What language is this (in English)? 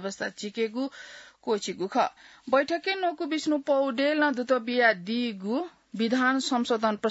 Newari